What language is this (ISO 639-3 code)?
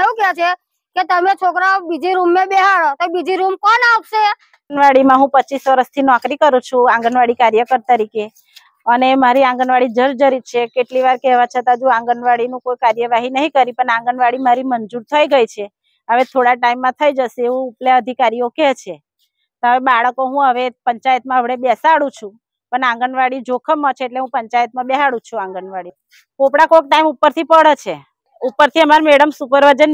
guj